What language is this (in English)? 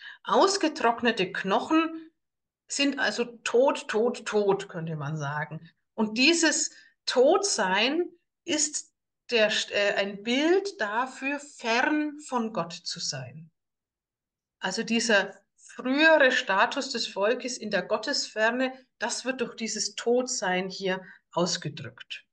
German